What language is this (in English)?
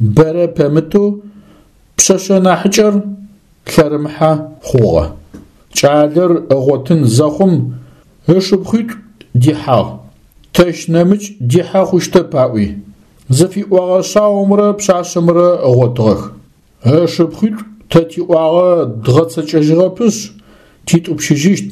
Adyghe